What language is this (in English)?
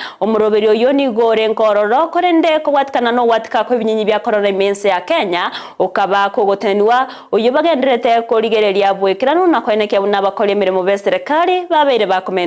Gusii